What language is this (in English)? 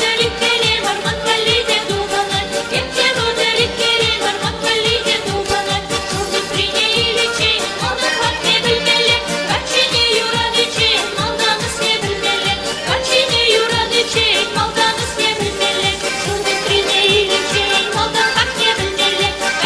Chuvash